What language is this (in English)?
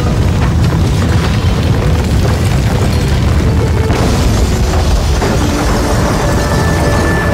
German